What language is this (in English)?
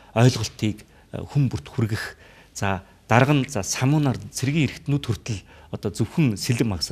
Mongolian